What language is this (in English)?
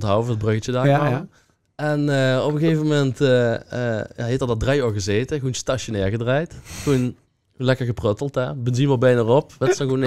Limburgish